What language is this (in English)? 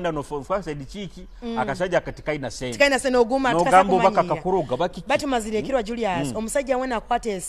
Nyoro